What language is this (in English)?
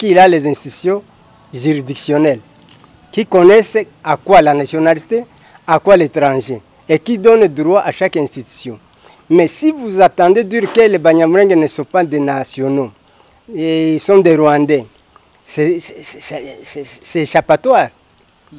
French